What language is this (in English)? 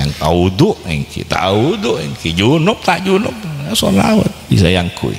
Madurese